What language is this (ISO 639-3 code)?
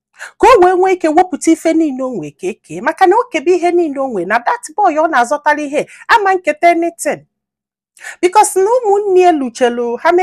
ibo